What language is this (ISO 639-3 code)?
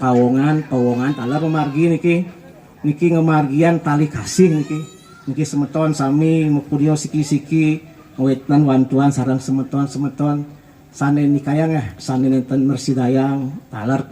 ban